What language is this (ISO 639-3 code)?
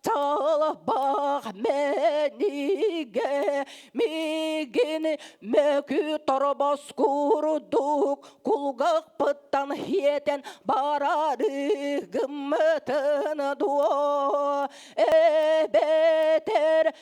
sah